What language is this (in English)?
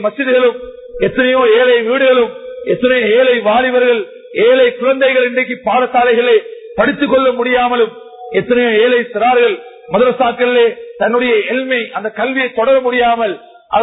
Tamil